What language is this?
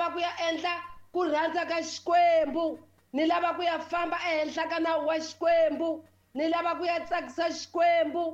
Tsonga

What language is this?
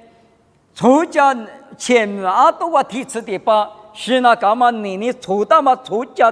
Lisu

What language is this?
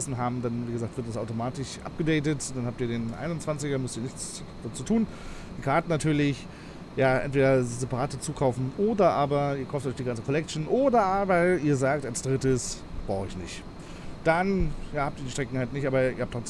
German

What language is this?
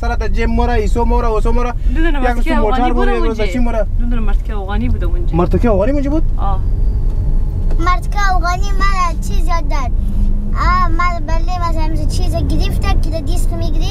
Persian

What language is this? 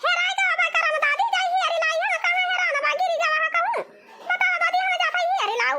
Awadhi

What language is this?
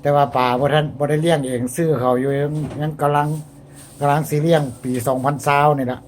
Lao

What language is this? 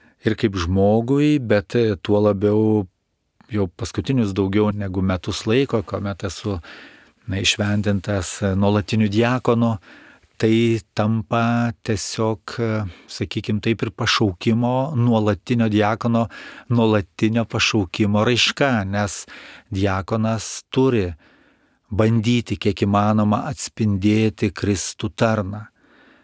Lithuanian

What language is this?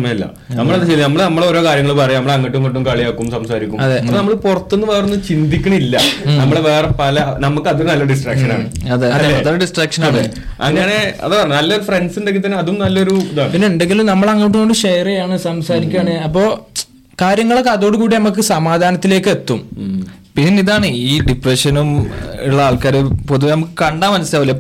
Malayalam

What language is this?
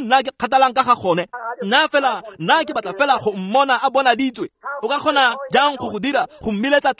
Tswana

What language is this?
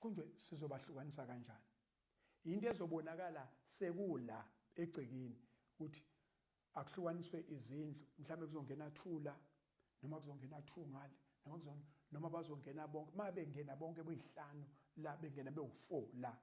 Zulu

